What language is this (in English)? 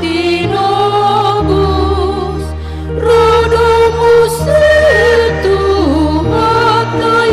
Batak Toba